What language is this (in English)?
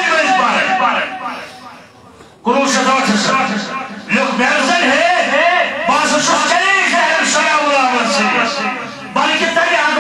Urdu